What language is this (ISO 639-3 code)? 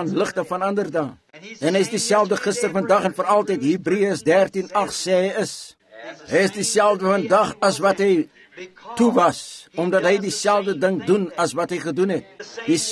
afr